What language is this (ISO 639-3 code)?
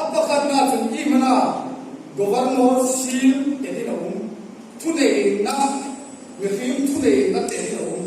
hmr